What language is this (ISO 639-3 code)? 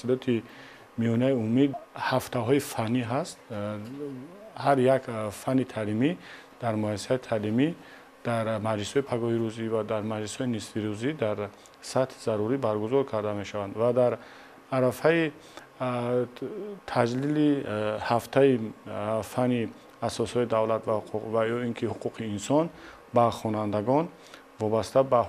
tgk